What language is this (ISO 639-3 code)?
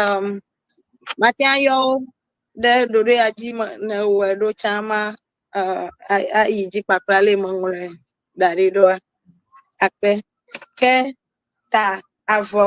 ewe